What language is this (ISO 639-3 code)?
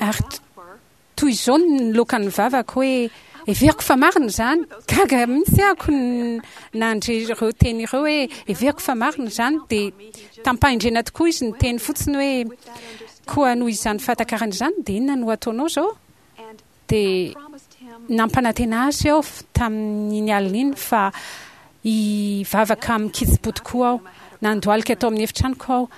mlg